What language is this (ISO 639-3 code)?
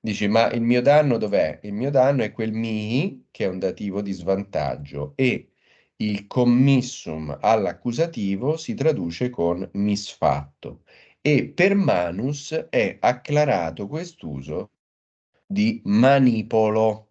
ita